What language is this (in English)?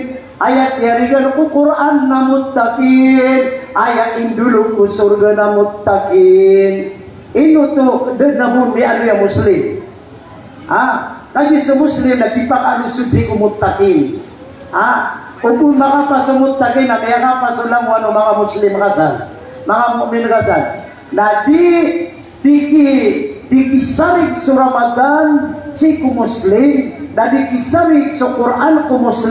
Maranao